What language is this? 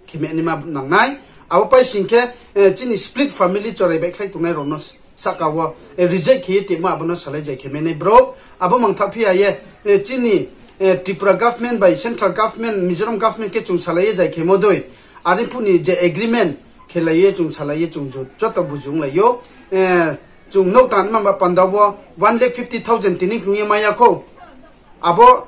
Riang (India)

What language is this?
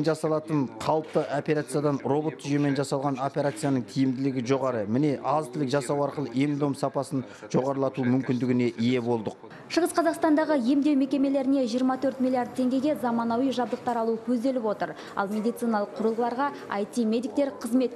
Kazakh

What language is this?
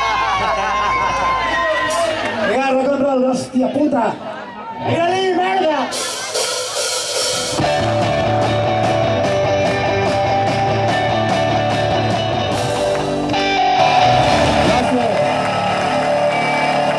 Catalan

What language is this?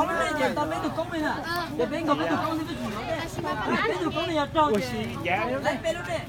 Hmong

